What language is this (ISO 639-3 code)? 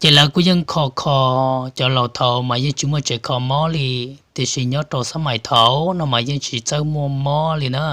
hmn